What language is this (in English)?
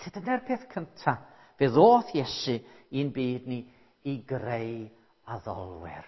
Welsh